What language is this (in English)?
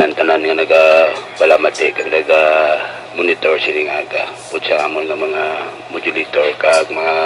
Hiligaynon